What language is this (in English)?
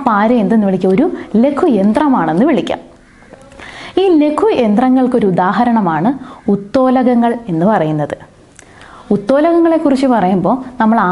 Malayalam